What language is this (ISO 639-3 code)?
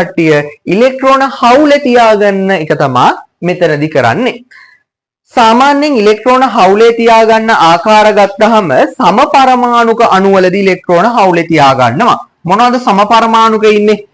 sin